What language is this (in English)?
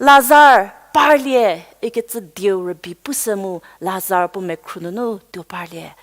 Angami Naga